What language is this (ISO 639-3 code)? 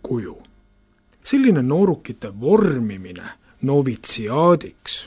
est